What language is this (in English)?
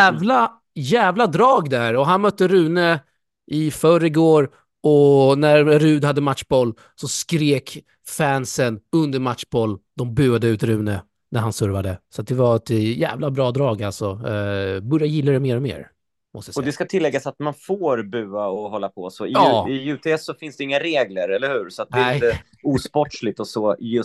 Swedish